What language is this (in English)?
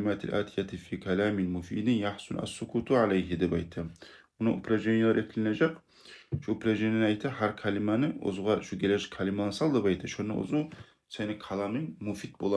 Kumyk